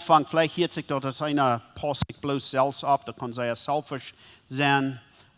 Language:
Plautdietsch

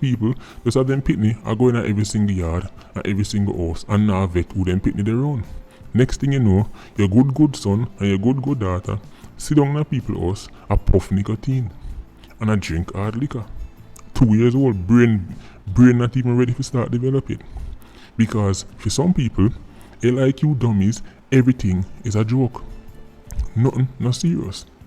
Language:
Jamaican Creole English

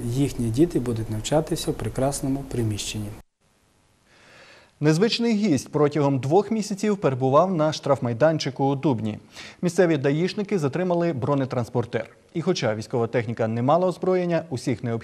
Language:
Ukrainian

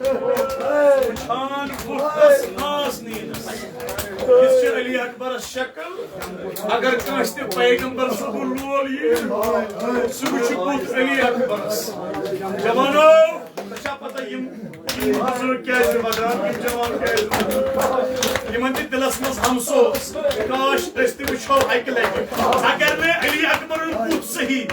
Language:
Kashmiri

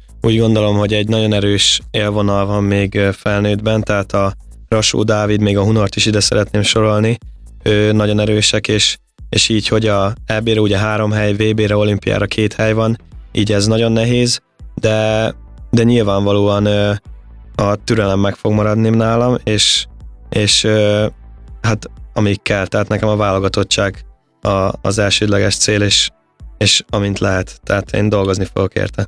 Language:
Hungarian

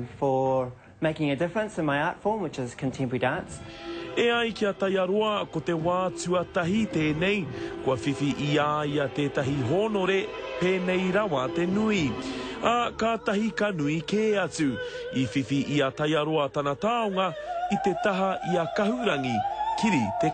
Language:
Māori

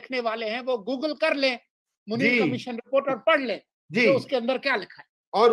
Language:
Urdu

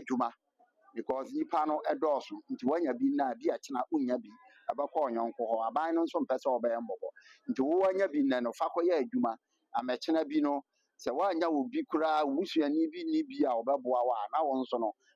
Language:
Akan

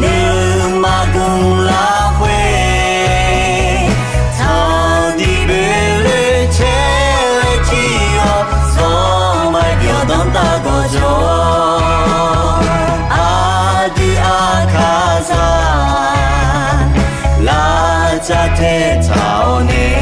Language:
Akha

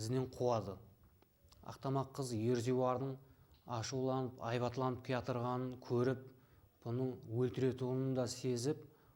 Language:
Kara-Kalpak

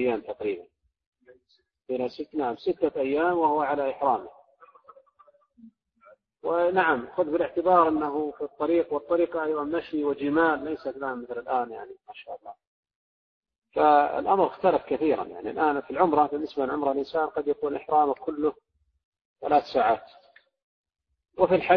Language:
Arabic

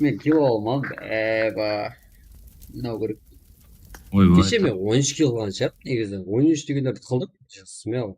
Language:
Kara-Kalpak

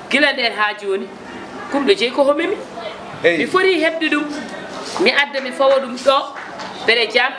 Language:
Fula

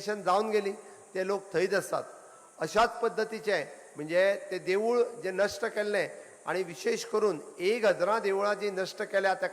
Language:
Konkani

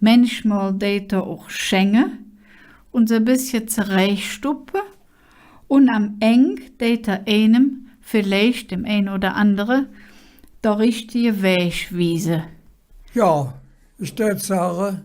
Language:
Colognian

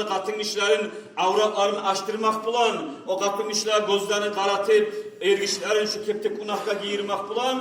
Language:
Kumyk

